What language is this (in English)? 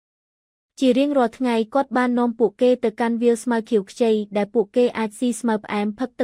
Khmer